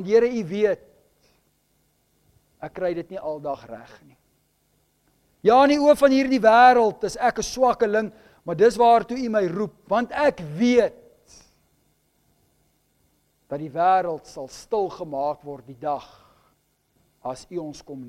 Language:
Afrikaans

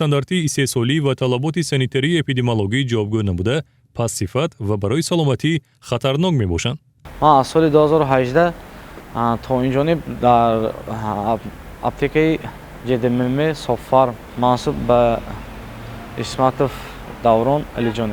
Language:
Tajik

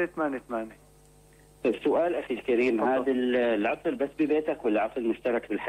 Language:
North Levantine Arabic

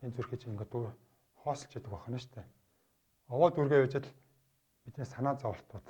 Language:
Mongolian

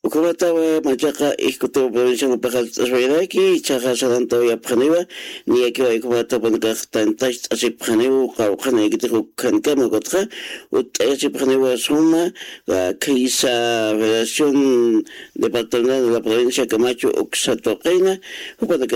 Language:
Aymara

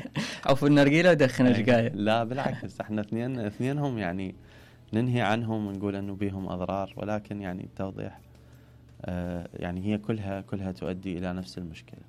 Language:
Mesopotamian Arabic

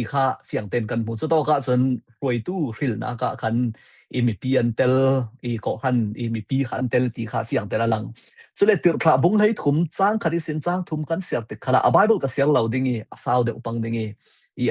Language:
Falam Chin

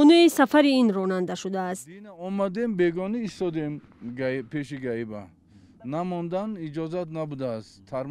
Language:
Tajik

